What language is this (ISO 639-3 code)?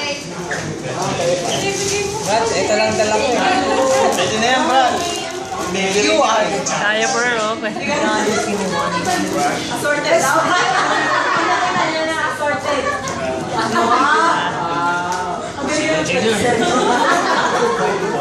fil